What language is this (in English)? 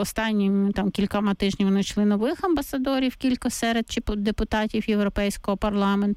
Ukrainian